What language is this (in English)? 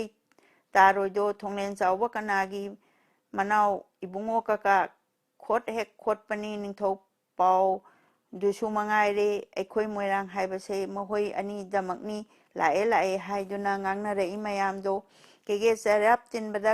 Manipuri